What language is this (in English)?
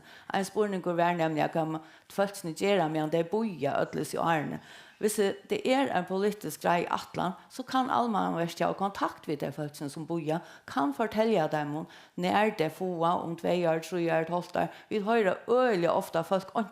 Faroese